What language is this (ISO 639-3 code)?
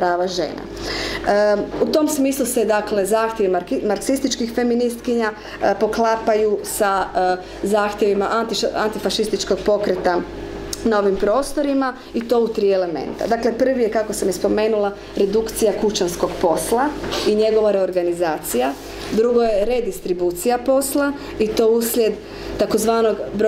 hrv